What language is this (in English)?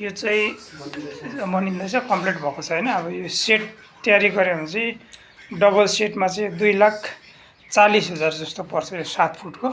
Nepali